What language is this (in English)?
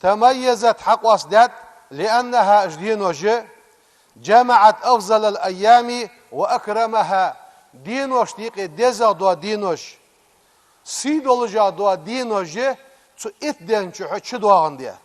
Ingush